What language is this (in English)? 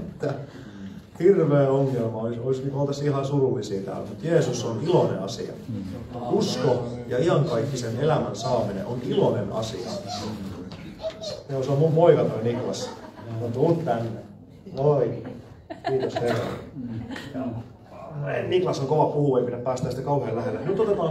Finnish